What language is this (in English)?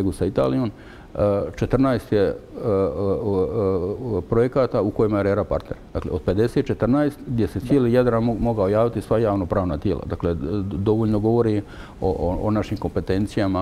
Croatian